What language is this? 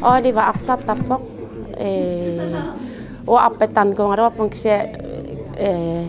Kalaallisut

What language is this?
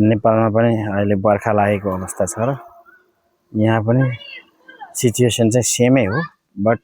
Nepali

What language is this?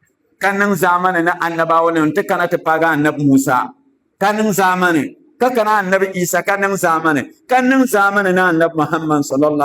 Dagbani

